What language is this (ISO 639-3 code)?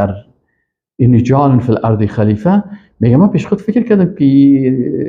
fas